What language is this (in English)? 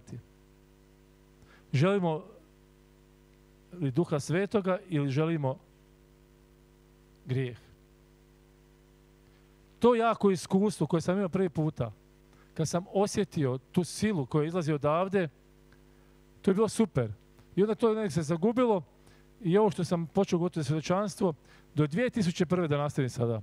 Croatian